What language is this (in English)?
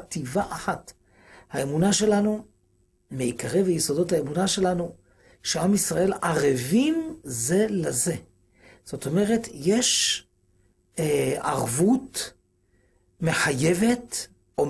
Hebrew